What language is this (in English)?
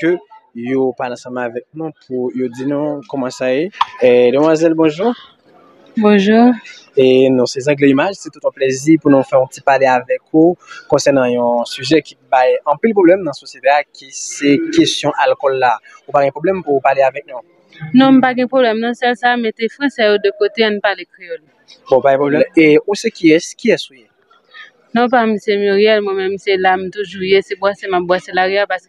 Haitian Creole